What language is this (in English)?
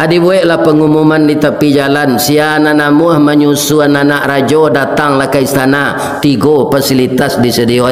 Minangkabau